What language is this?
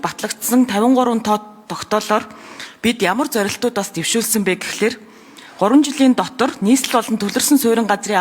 Mongolian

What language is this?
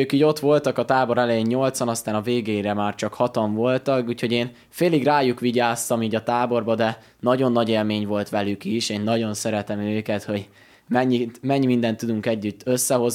Hungarian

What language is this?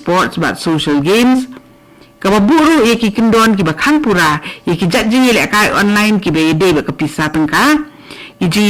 Khasi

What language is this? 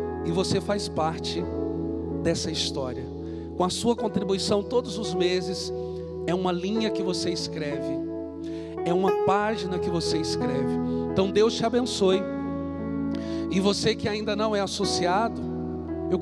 Portuguese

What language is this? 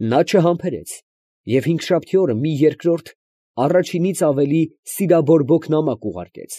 Armenian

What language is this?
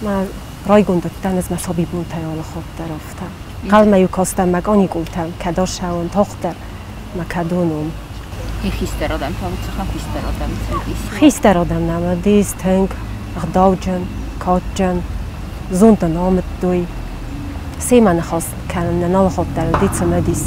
Ossetic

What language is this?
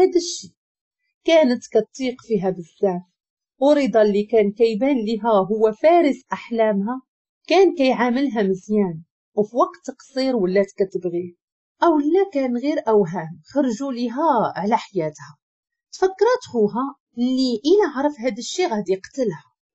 Moroccan Arabic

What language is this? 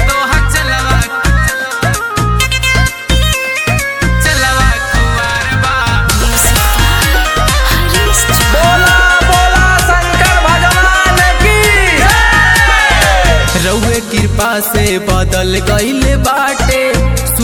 Bhojpuri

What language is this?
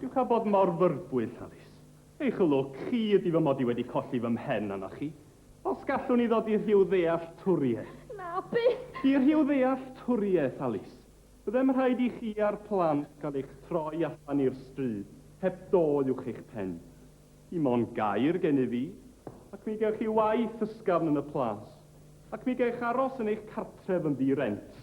Welsh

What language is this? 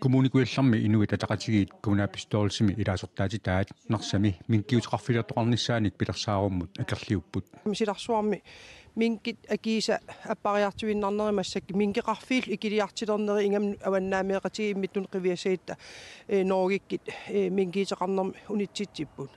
Kalaallisut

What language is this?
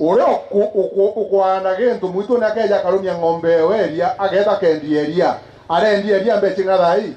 Meru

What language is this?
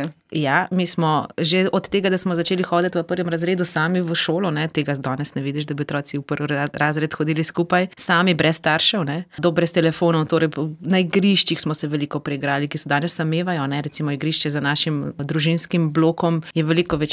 Slovenian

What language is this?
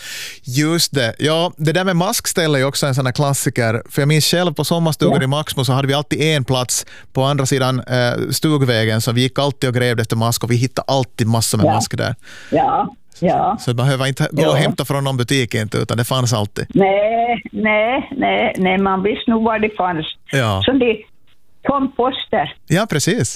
Swedish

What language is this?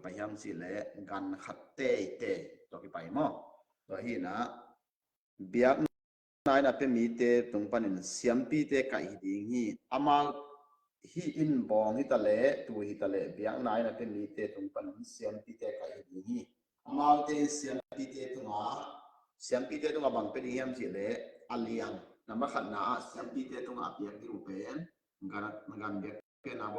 Tedim Chin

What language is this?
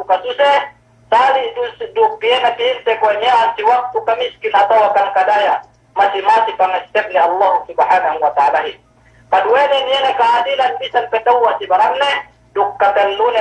Yakan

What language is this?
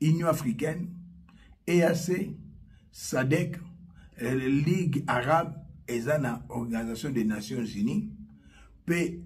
Lingala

